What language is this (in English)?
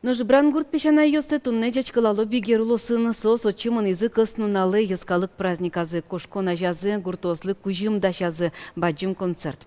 Udmurt